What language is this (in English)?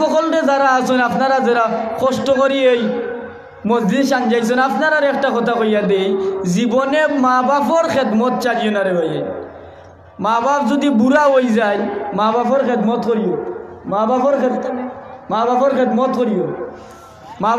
Sylheti